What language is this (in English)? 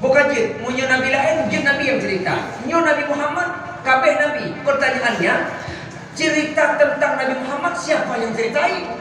Achinese